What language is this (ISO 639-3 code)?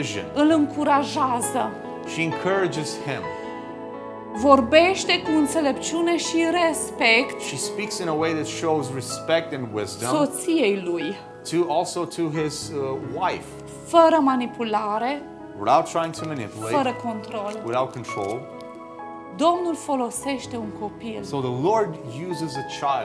ron